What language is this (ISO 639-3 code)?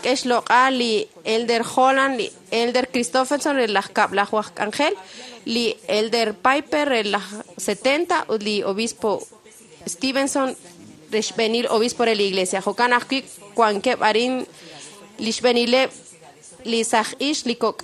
kek